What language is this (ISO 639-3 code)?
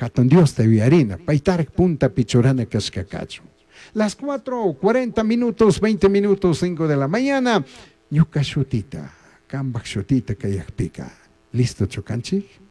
qug